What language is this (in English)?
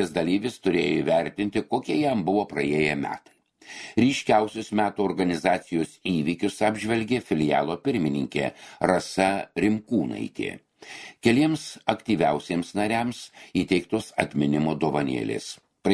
Lithuanian